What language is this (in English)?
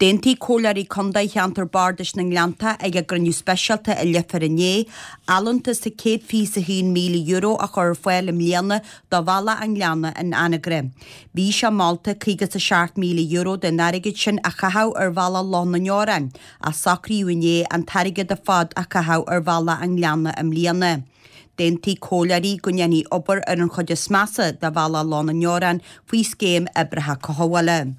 Irish